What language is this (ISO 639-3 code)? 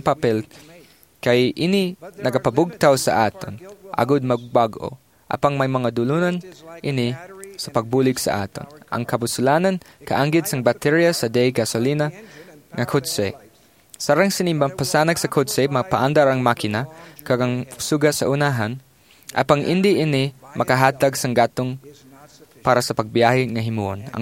hil